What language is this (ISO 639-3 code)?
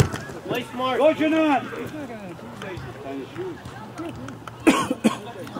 eng